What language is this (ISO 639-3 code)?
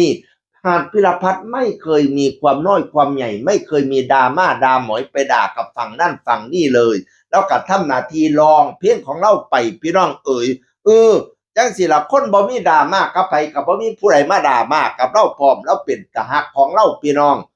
tts